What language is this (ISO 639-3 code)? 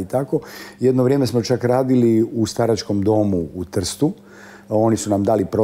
hrv